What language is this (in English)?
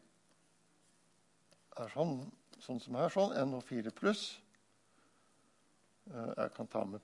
Norwegian